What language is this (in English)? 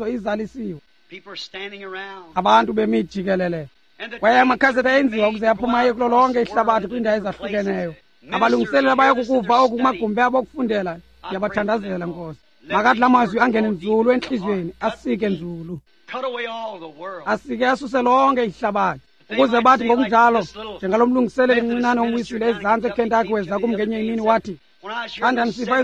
Xhosa